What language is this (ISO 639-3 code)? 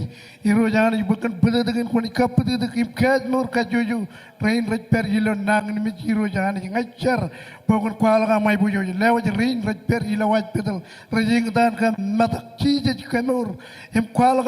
mah